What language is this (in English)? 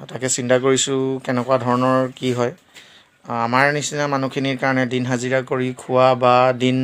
Assamese